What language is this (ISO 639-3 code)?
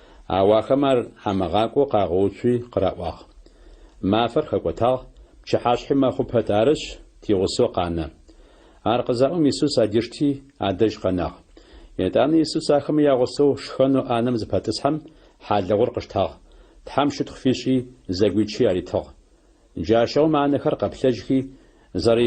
ady